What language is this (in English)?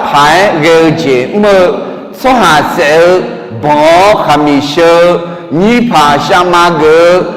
Akha